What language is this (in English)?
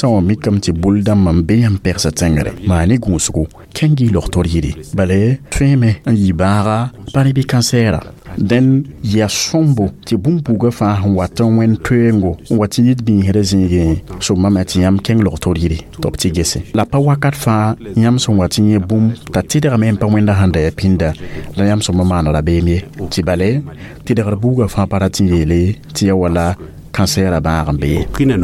Mossi